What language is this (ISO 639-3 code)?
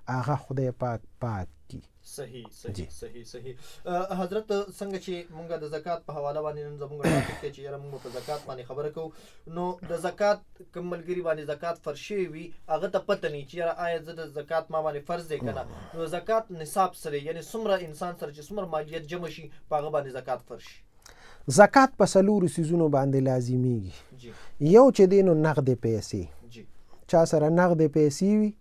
pus